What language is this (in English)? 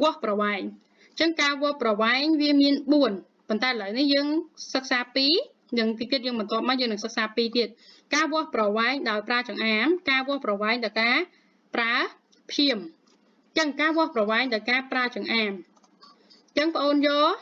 Khmer